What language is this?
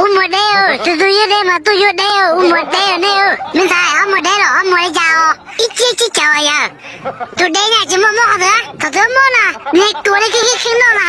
Hmong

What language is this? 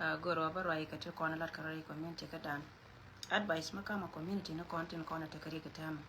Nuer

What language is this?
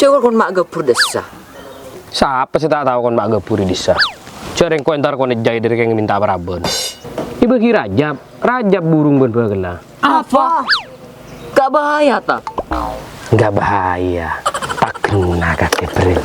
Madurese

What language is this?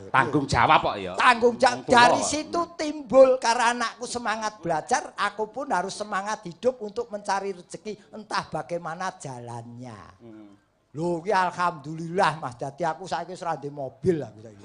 Javanese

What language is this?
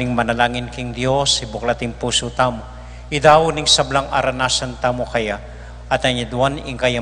Pampanga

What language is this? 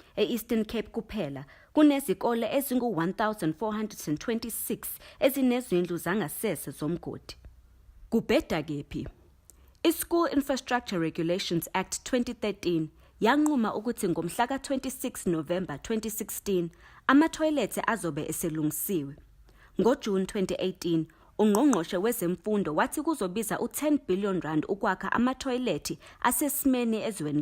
Zulu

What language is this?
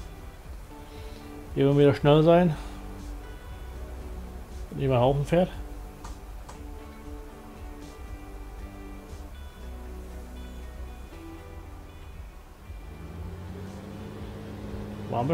German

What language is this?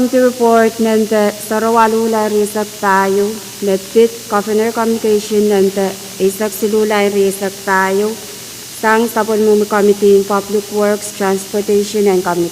Pohnpeian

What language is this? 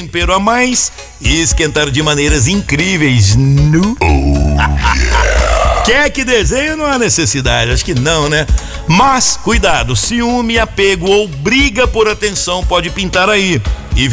Portuguese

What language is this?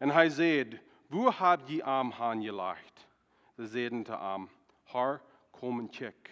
Plautdietsch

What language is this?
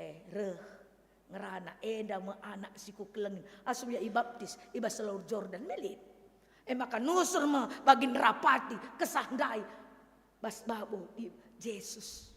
Batak Karo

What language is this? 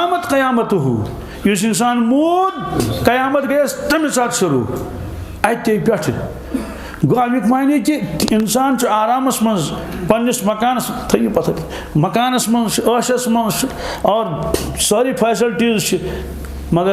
Kashmiri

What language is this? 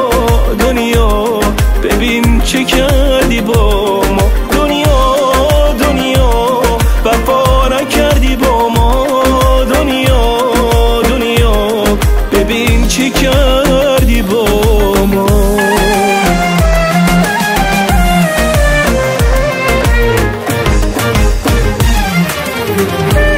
Persian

